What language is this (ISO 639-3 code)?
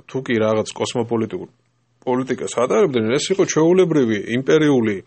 kat